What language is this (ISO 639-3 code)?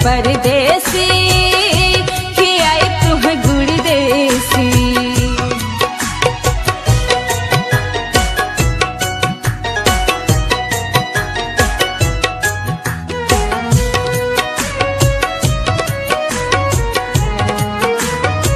bho